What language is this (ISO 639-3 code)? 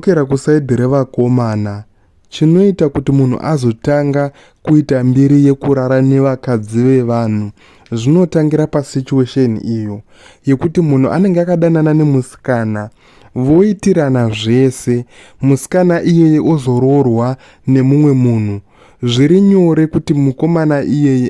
sna